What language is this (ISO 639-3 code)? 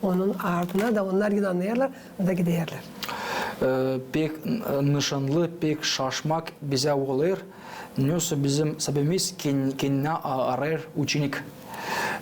gag